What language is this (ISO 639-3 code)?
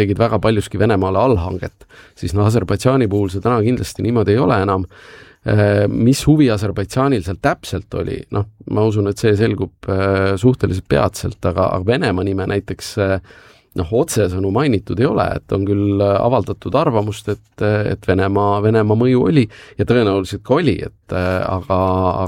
est